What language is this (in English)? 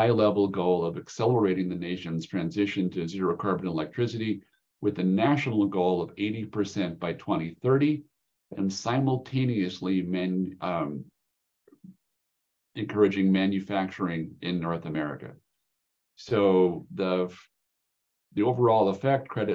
English